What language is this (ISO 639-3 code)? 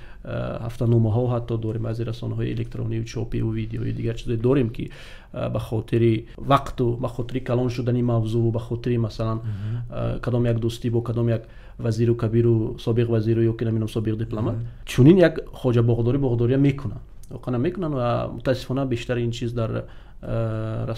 tgk